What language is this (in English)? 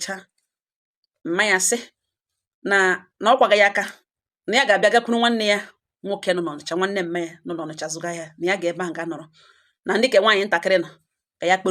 Igbo